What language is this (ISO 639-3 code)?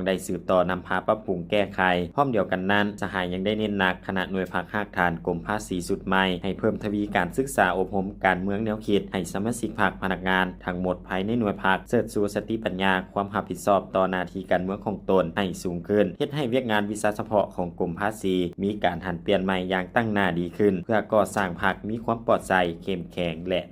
lao